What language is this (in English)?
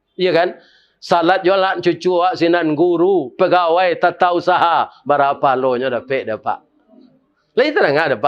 Minangkabau